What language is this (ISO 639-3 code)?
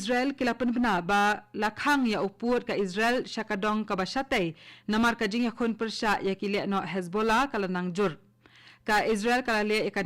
kha